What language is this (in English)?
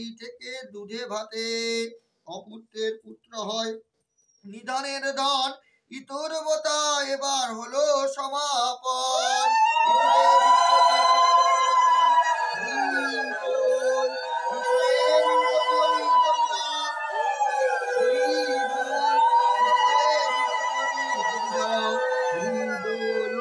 Bangla